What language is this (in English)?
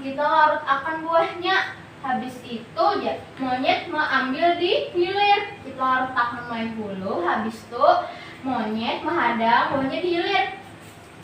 Banjar